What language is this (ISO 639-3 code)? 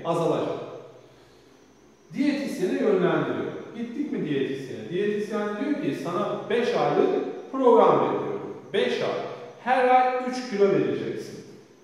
tur